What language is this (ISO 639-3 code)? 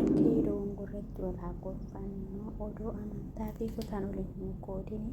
orm